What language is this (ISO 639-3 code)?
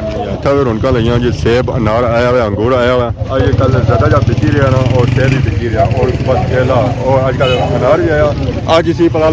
phr